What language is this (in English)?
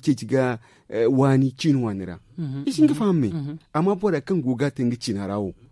Zarma